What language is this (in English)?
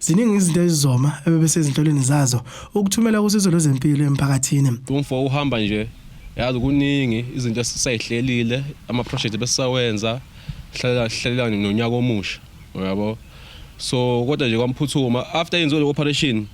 Zulu